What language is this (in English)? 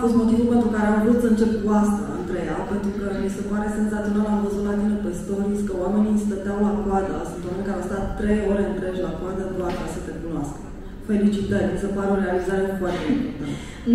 Romanian